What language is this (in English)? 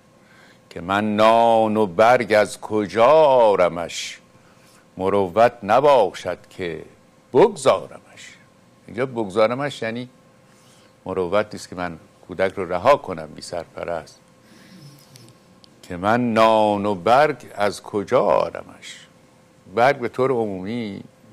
Persian